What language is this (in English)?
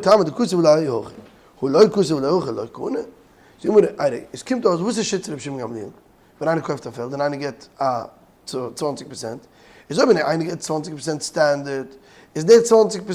Yiddish